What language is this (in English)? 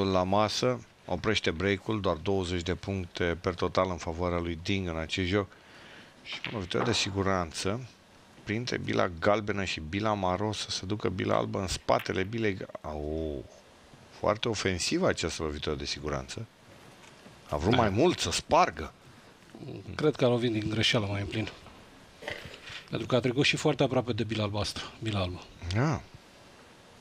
Romanian